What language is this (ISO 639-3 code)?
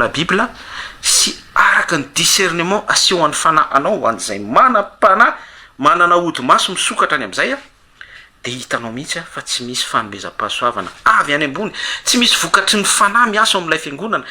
mlg